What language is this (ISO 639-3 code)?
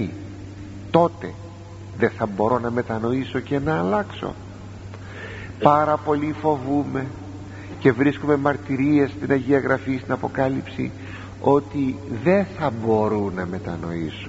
ell